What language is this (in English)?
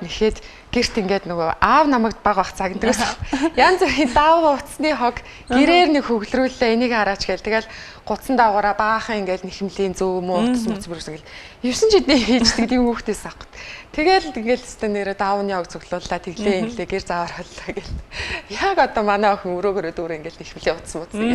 Mongolian